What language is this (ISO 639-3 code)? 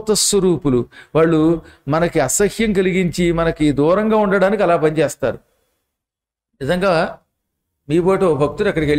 tel